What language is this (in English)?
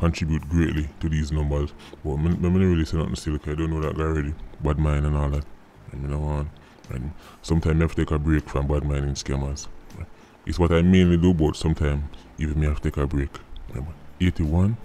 Jamaican Creole English